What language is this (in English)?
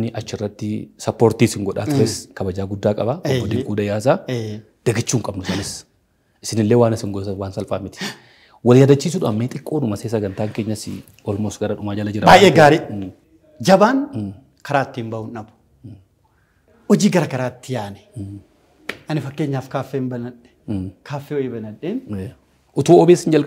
Oromo